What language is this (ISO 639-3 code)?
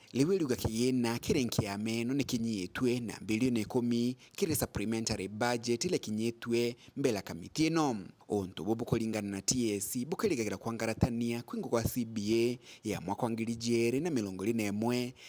mer